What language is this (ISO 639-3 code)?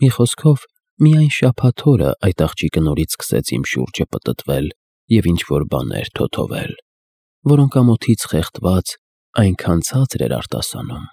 hye